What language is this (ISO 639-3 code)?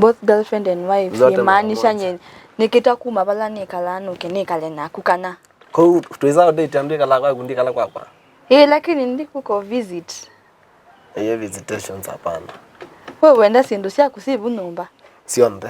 kam